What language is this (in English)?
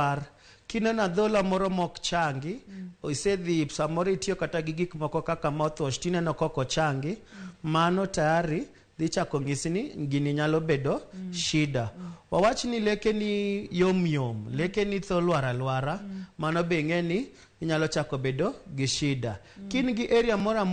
Luo (Kenya and Tanzania)